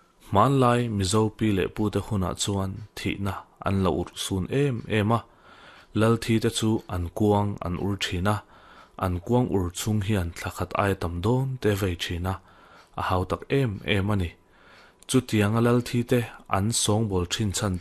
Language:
Mizo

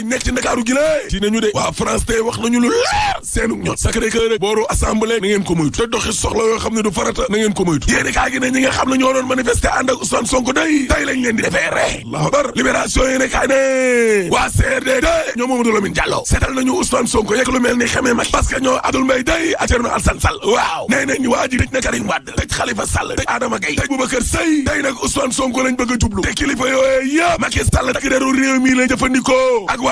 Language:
Wolof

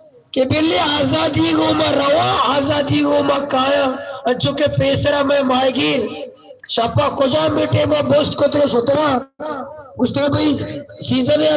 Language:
Baluchi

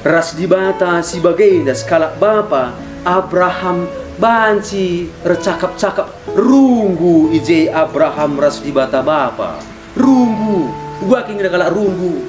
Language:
Batak Karo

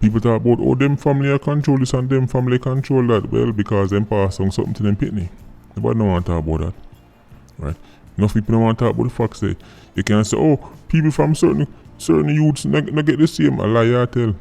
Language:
Jamaican Creole English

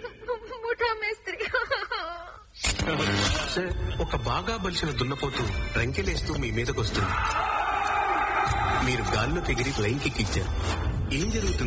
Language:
Telugu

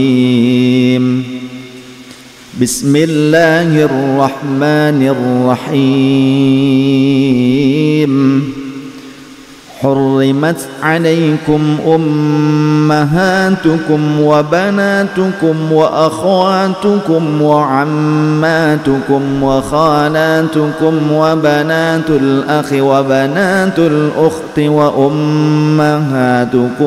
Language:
Indonesian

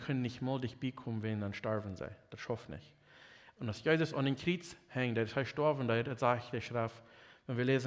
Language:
Plautdietsch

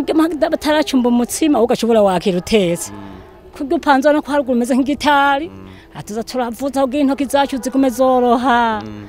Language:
Rundi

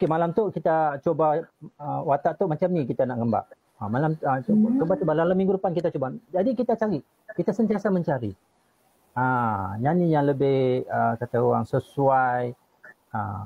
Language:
Malay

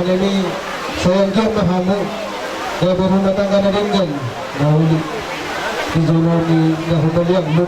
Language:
Batak Toba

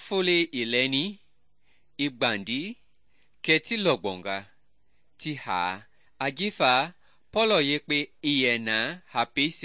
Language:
Mende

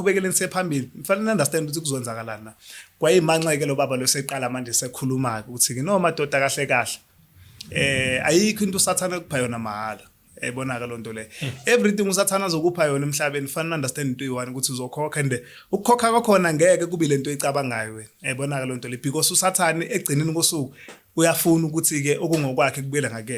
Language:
Zulu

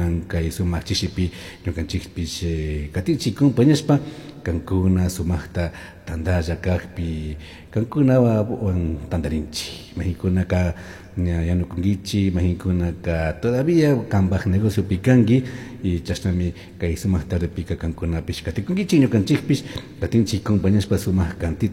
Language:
Chimborazo Highland Quichua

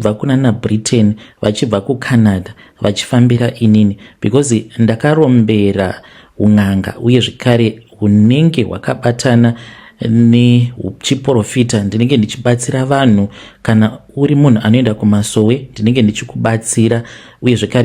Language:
Shona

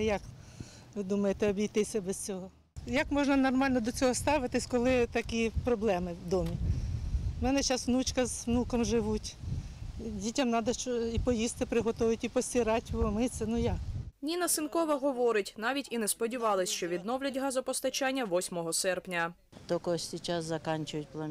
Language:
Ukrainian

